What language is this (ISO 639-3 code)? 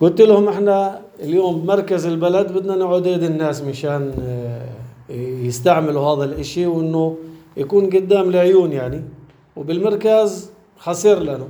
apc